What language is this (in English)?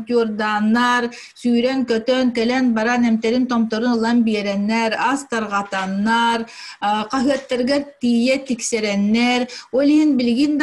Yakut